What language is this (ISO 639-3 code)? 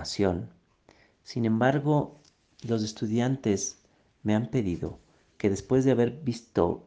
spa